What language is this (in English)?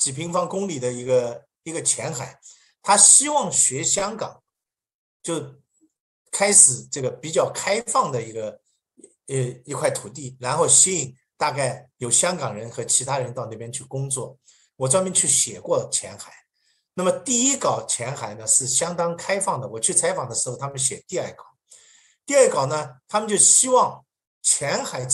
Chinese